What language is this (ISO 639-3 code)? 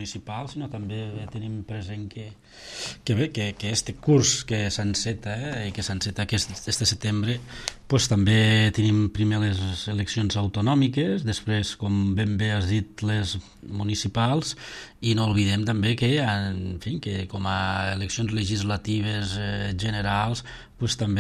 cat